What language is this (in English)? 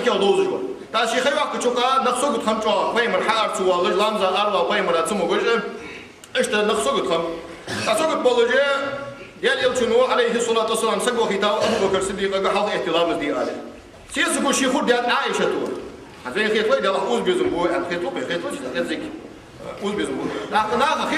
Ingush